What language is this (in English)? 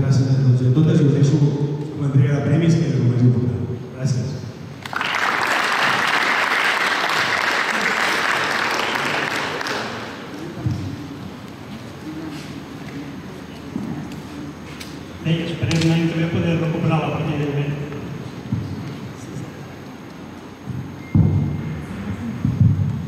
Catalan